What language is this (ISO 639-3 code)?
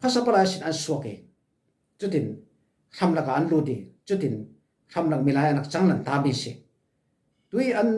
cfm